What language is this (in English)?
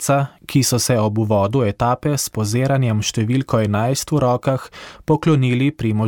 Slovenian